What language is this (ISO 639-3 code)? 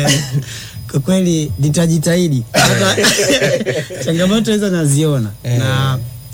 swa